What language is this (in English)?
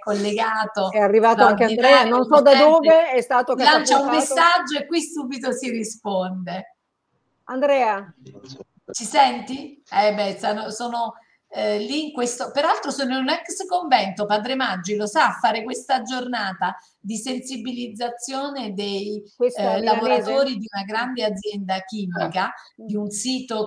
Italian